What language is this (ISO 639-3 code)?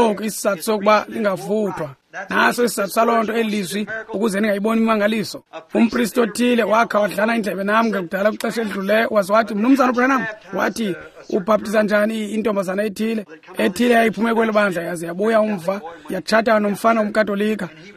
xho